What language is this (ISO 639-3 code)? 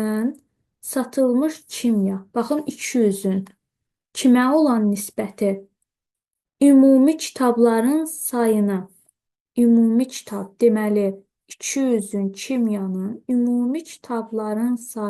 aze